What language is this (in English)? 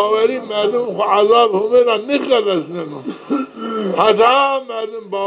Zaza